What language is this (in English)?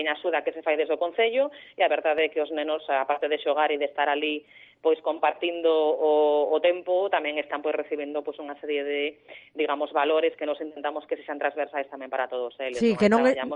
Galician